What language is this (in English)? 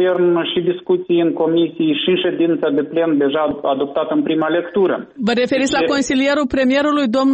Romanian